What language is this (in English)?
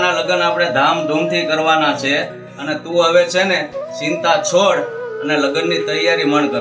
Gujarati